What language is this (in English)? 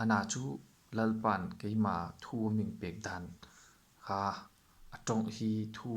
Hmar